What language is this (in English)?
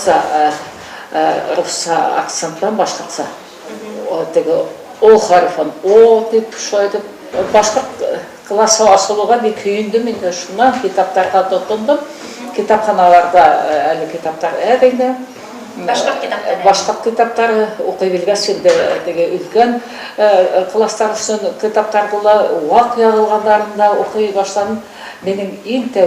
Bashkir